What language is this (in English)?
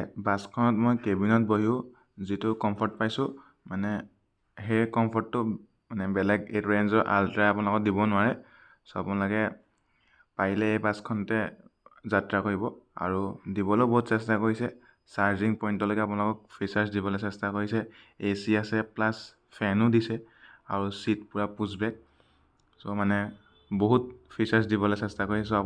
Assamese